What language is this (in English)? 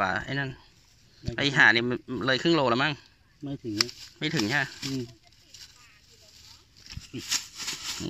Thai